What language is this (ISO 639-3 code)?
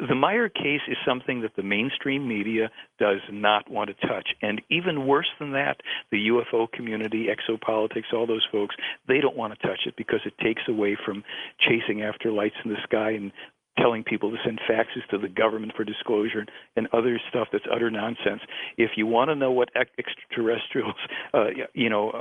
eng